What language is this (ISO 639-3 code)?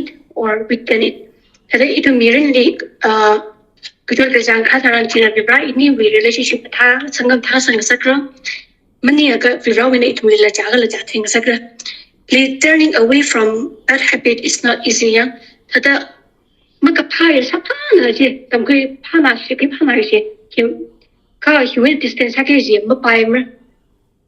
nmf